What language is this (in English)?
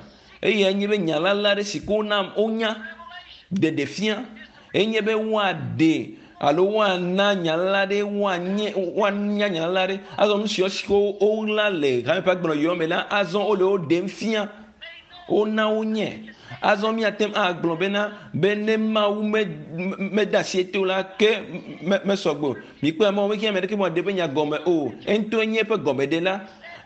Ewe